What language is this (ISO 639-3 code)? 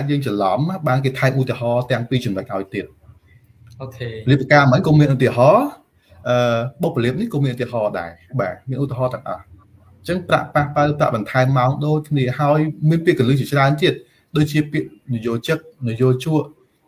khm